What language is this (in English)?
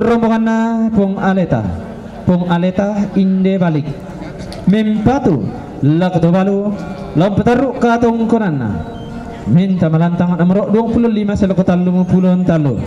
Toraja-Sa'dan